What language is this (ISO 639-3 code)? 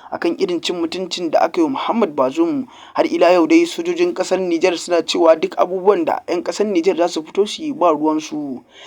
hau